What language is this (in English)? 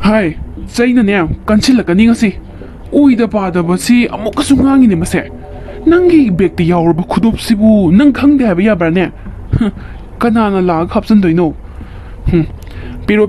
Manipuri